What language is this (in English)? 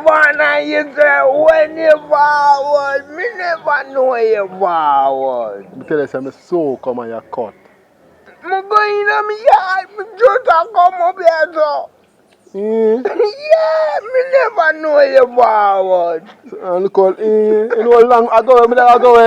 Jamaican Creole English